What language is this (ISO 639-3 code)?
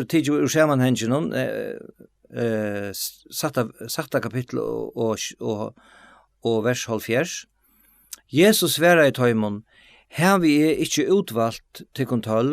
fao